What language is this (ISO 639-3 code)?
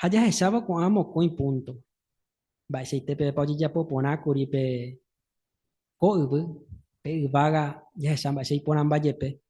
grn